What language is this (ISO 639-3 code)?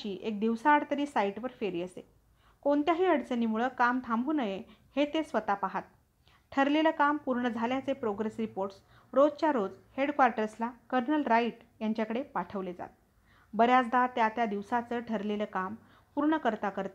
mar